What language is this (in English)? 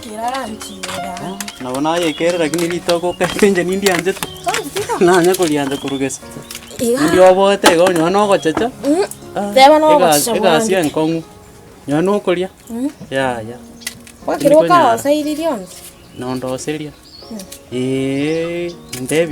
Gusii